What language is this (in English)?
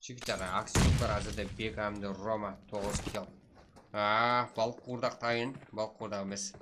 Kara-Kalpak